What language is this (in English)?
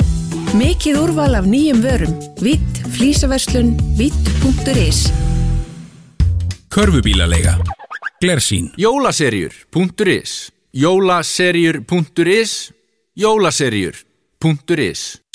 Icelandic